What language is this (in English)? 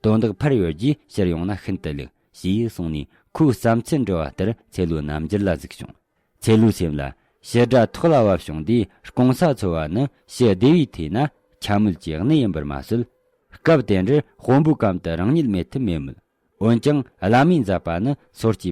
Tibetan